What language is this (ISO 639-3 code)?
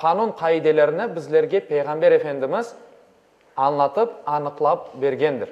crh